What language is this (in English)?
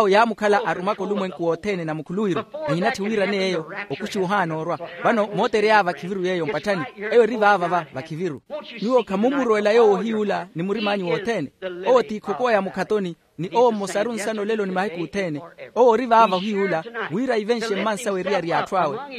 Makhuwa